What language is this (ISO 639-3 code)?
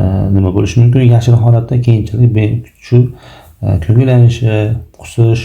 uzb